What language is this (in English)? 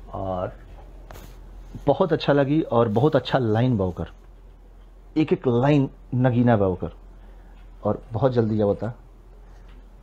Bhojpuri